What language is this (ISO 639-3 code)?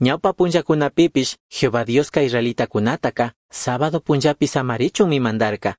qug